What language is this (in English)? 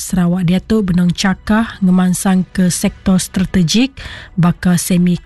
Iban